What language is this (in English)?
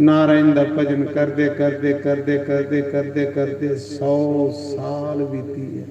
Dogri